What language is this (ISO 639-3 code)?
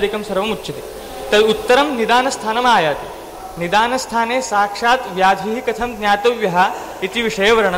san